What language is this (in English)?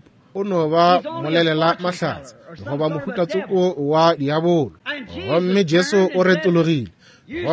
Northern Sotho